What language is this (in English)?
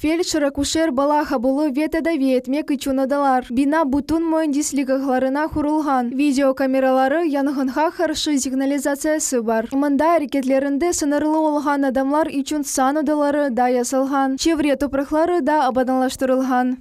Crimean Tatar